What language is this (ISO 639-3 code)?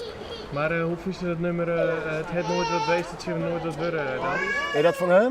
fry